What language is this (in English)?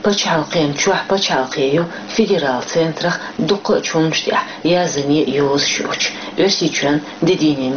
Chechen